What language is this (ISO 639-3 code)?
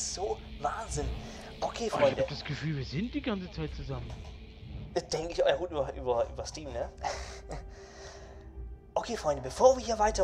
deu